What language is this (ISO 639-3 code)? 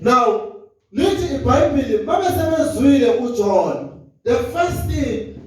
zul